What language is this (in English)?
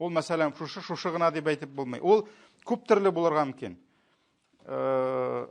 Tatar